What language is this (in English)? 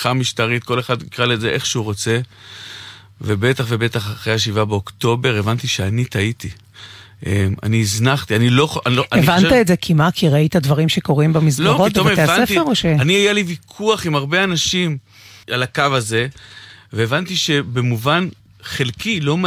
Hebrew